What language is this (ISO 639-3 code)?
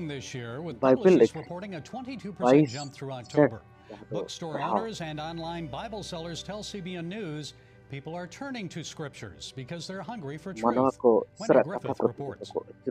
sat